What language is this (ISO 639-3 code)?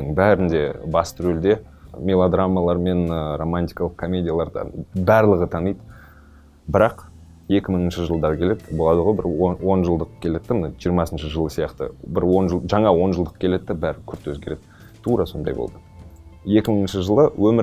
kaz